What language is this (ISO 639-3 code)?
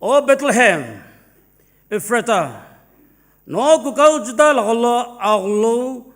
nsm